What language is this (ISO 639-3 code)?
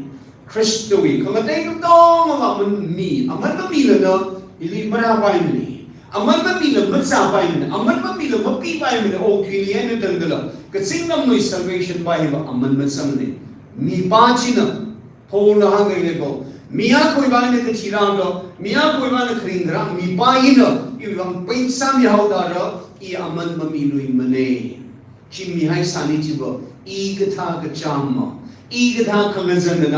nmf